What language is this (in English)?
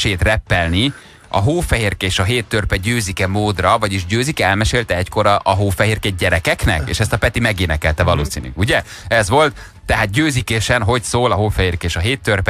Hungarian